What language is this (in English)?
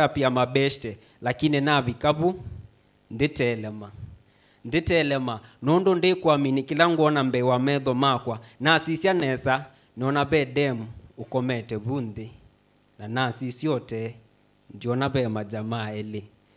Kamba